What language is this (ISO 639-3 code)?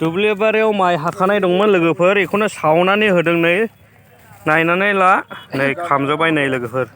brx